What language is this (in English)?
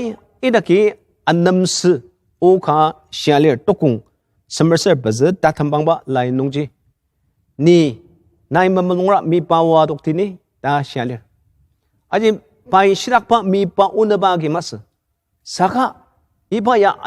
Ao Naga